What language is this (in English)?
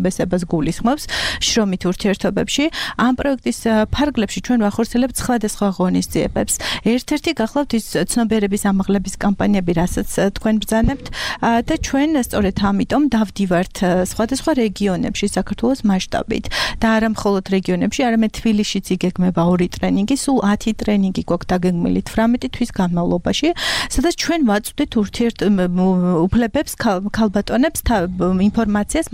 Georgian